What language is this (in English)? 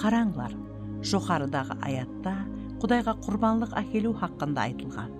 Kara-Kalpak